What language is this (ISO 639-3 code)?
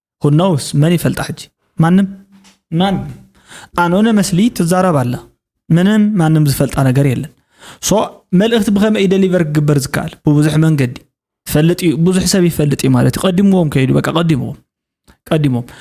tir